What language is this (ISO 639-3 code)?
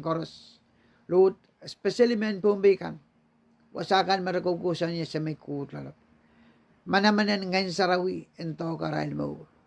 pon